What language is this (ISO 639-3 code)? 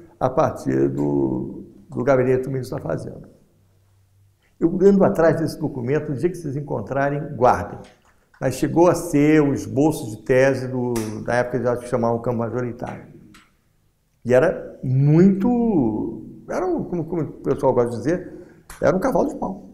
por